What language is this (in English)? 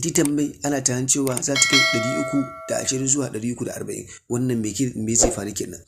Hausa